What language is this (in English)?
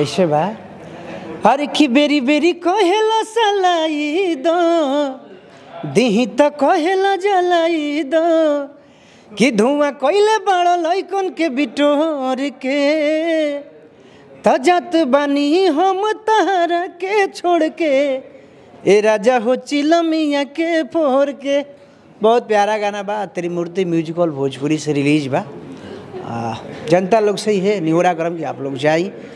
Bhojpuri